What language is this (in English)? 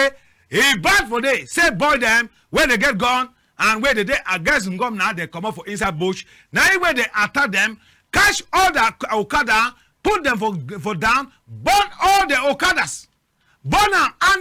Cameroon Pidgin